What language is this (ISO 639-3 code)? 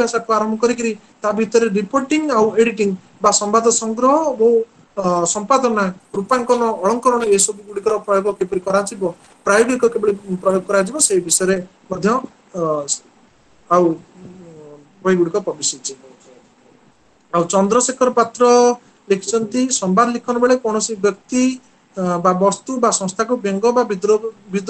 ori